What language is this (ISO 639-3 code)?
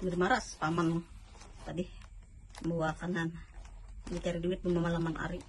bjn